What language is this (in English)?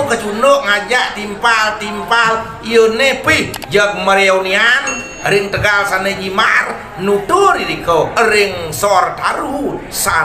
Balinese